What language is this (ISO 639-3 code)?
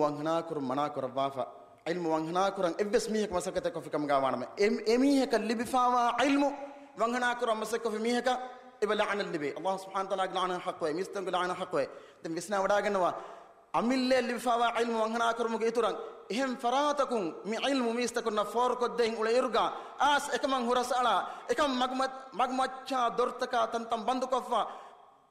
div